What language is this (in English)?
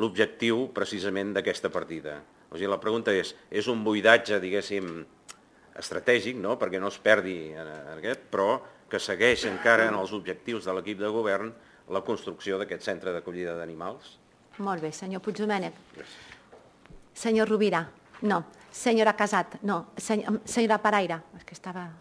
Catalan